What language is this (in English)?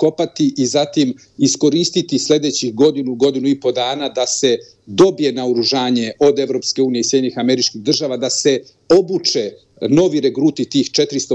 Serbian